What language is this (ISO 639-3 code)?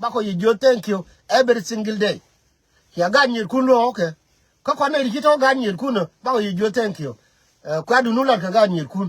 nus